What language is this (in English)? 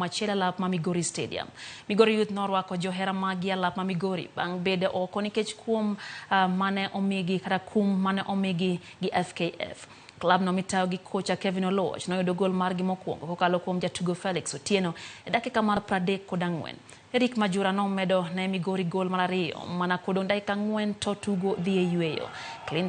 Luo (Kenya and Tanzania)